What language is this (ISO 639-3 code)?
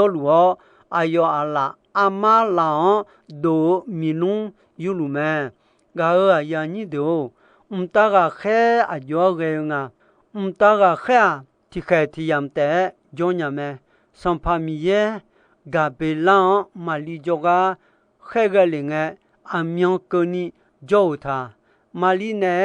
ahk